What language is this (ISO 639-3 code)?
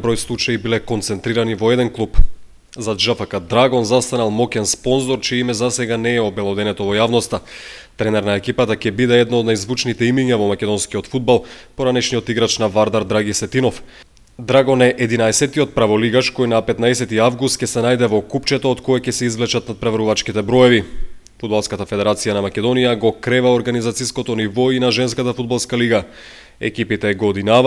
mkd